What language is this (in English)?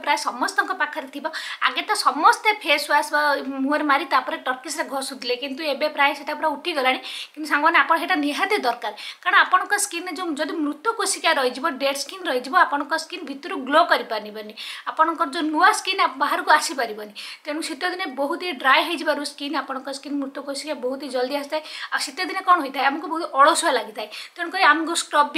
Odia